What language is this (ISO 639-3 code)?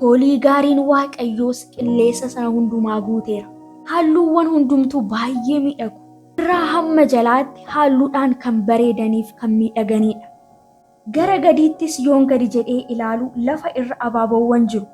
orm